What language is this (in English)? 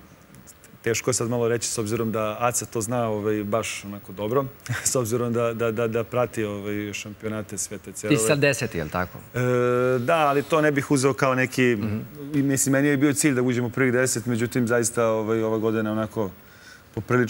Serbian